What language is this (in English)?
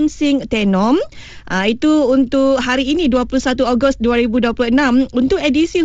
Malay